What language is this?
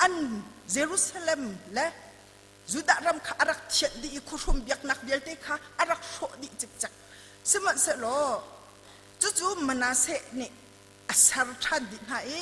Hakha Chin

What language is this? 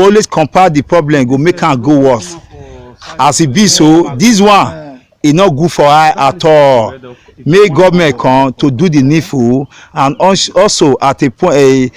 Nigerian Pidgin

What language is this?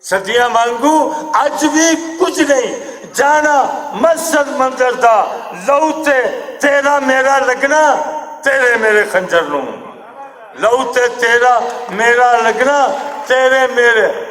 Western Panjabi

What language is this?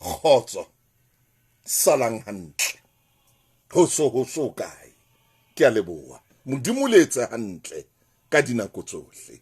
Southern Sotho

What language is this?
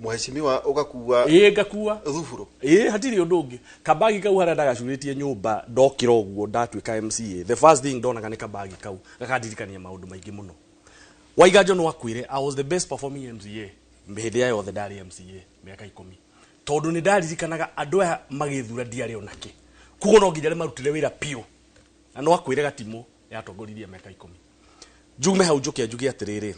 Kikuyu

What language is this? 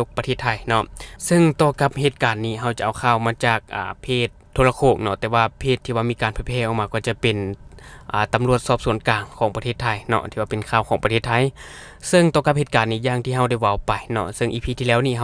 Lao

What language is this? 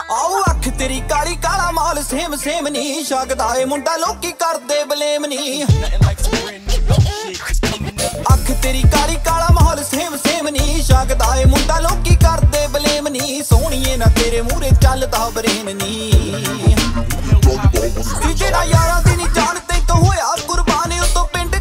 Punjabi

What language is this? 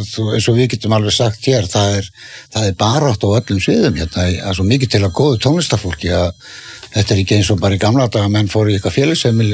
Icelandic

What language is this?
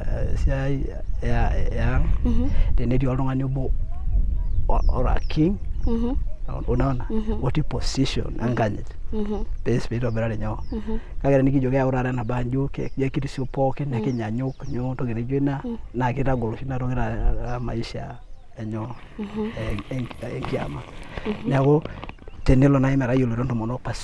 Masai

